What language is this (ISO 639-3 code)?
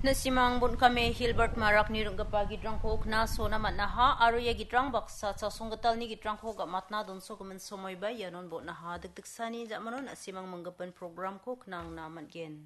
grt